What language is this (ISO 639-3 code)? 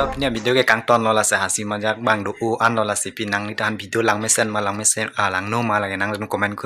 mjw